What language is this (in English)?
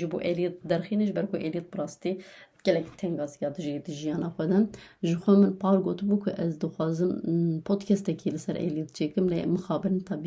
Kurdish